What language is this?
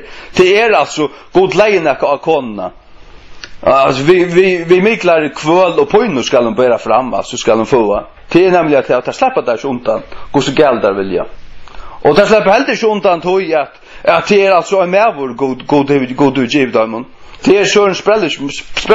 Faroese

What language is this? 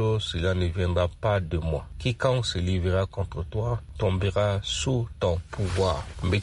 Sango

